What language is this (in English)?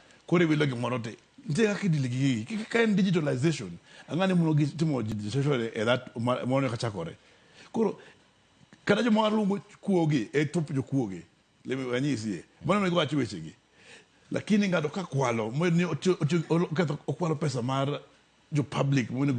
Luo (Kenya and Tanzania)